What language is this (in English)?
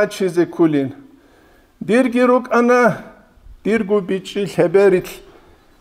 Avaric